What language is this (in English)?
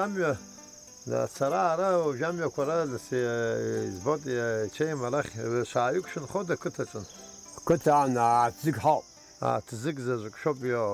Abkhazian